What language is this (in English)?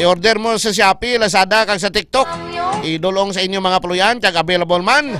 Hiligaynon